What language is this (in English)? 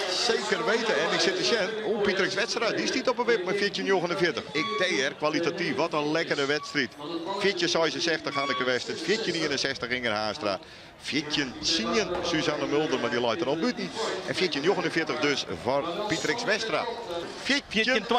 Western Frisian